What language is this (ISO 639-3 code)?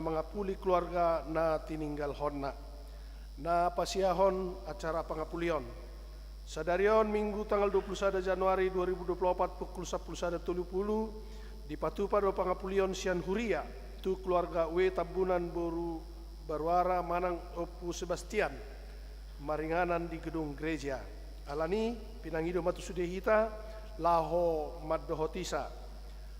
bbc